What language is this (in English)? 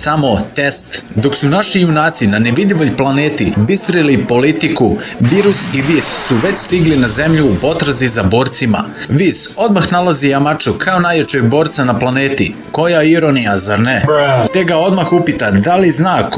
Serbian